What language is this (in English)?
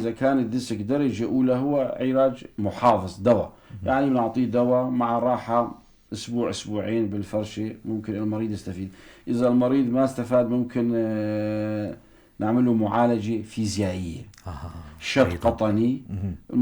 North Levantine Arabic